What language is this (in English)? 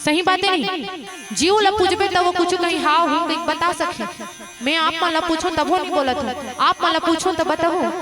Chhattisgarhi